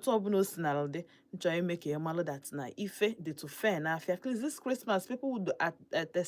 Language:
Igbo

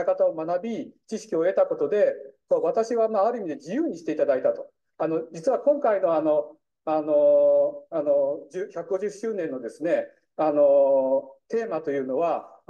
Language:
Japanese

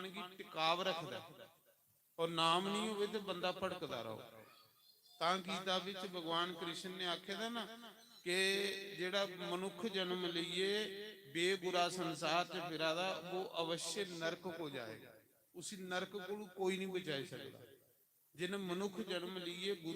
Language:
Dogri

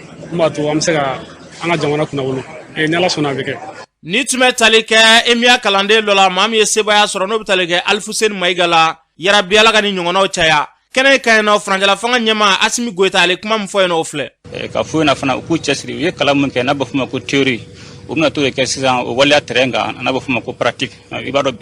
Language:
Bambara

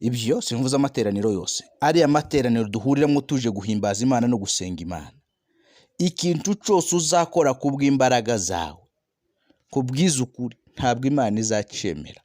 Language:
Kinyarwanda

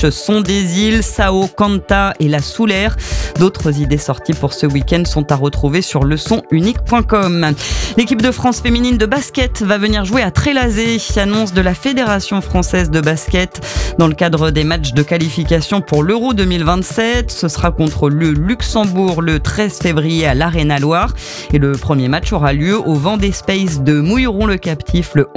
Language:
French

